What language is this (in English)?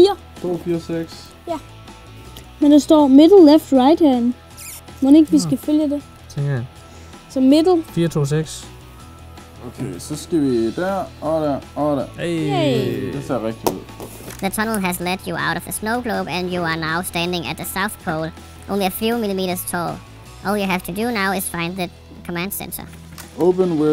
Danish